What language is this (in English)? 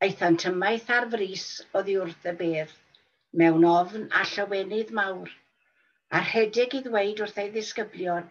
Welsh